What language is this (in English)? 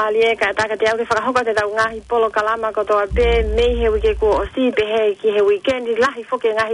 Tongan